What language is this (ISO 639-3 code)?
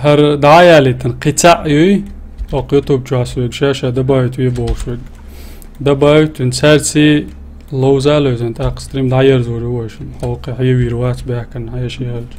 che